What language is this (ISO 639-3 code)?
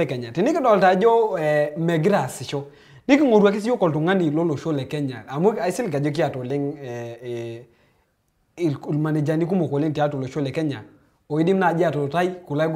mas